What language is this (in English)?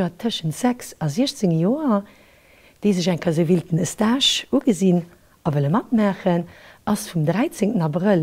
Luxembourgish